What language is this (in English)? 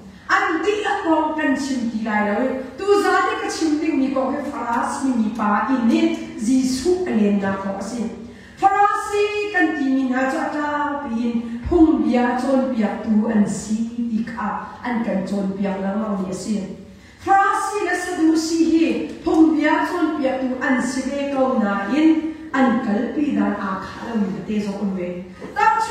Hakha Chin